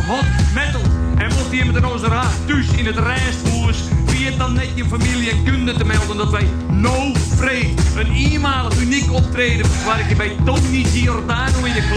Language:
Western Frisian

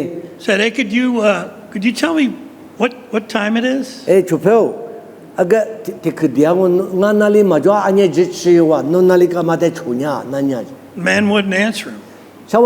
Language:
Lisu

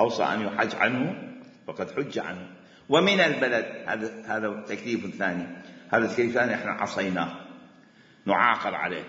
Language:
Mesopotamian Arabic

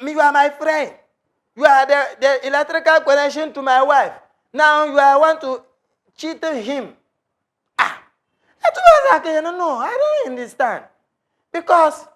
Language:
Dagbani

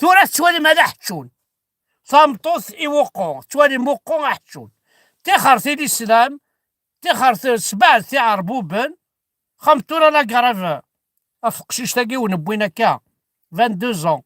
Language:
Kabyle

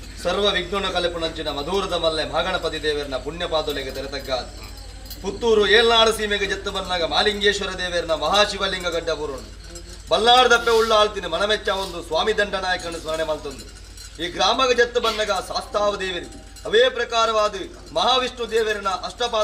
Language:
Tulu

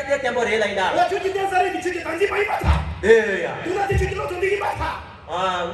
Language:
Tibetan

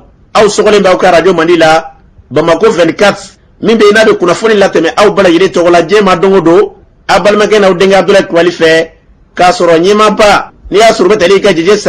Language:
Bambara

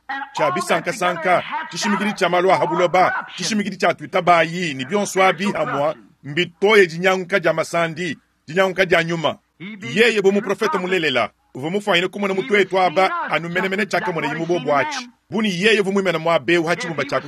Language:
Luba-Lulua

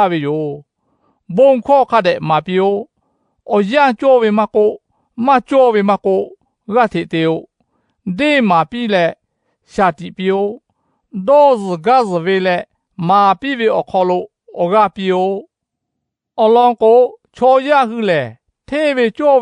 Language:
Lahu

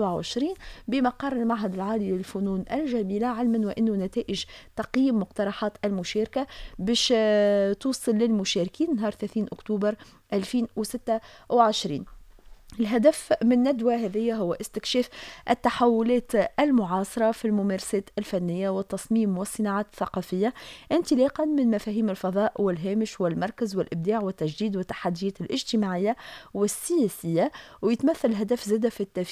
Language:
Tunisian Arabic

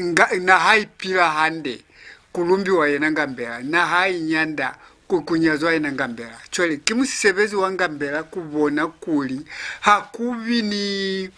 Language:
Lozi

